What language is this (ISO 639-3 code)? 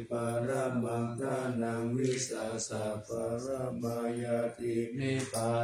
pli